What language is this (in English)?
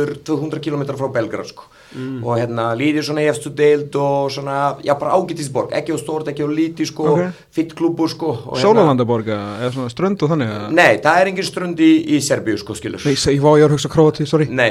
Icelandic